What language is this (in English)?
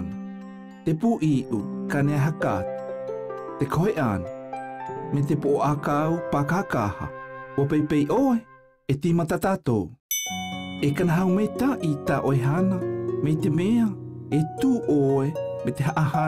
South Marquesan